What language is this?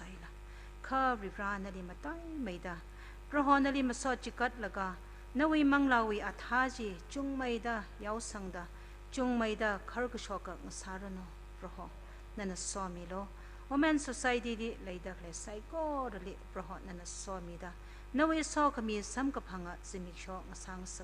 Tangkhul Naga (India)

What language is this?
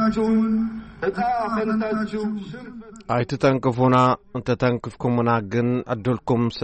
Tigrinya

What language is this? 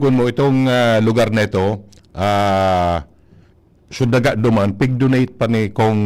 Bikol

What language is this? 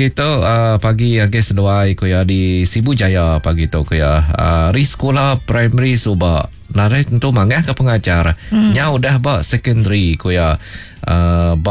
Iban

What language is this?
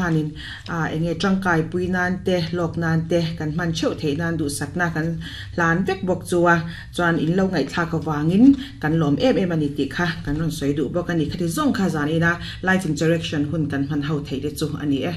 Mizo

